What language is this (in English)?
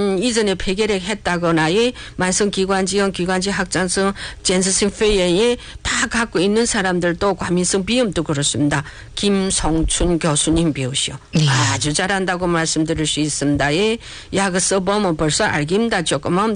Korean